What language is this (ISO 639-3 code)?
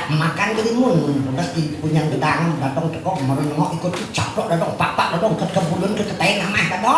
ban